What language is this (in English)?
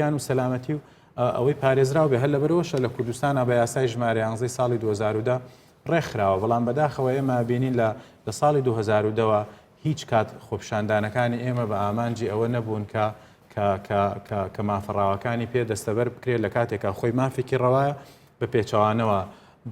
Central Kurdish